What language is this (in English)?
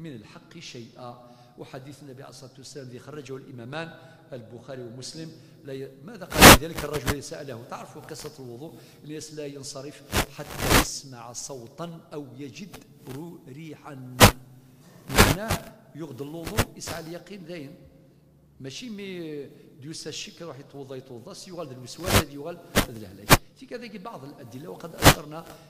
Kabyle